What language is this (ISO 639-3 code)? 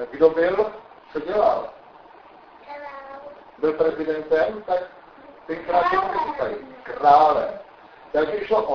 ces